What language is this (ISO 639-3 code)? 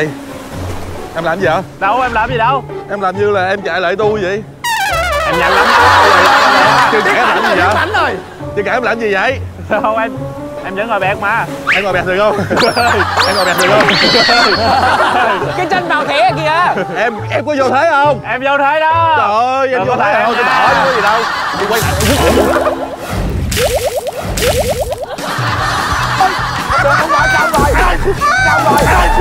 vie